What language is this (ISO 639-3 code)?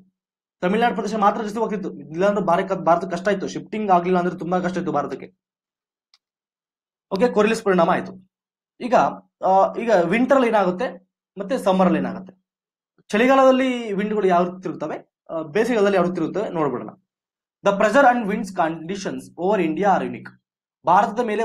kan